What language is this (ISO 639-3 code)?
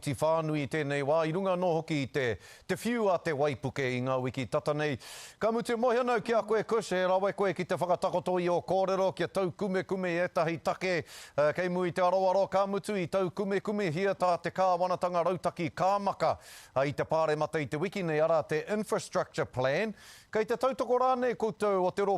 mri